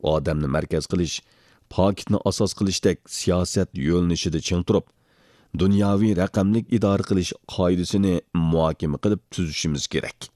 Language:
Uyghur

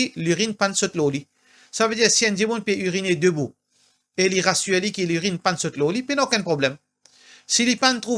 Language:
Morisyen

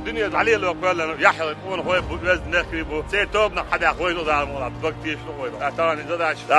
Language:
Chechen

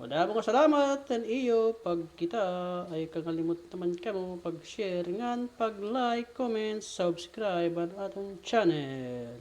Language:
Waray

